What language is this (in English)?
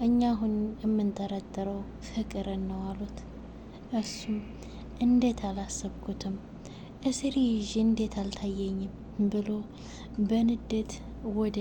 Amharic